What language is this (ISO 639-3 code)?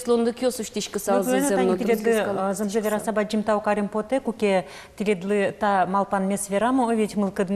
udm